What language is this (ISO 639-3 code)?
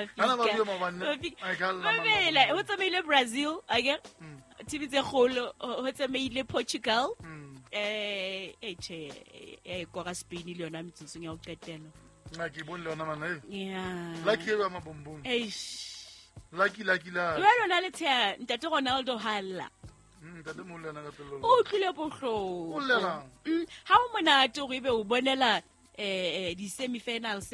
sot